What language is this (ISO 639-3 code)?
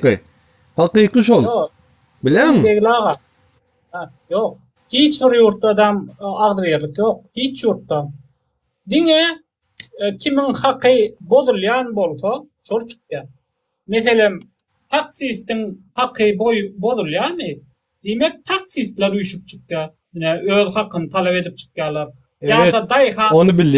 tuk